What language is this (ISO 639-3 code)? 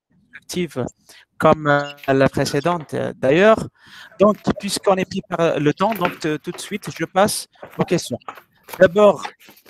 fra